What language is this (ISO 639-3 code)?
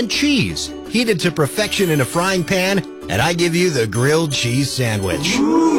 eng